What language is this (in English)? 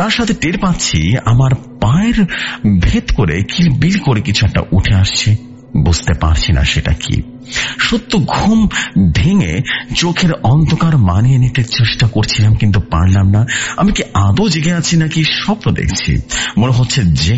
Bangla